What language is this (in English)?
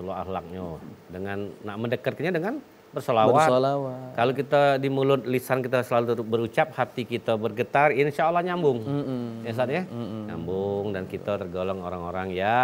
Musi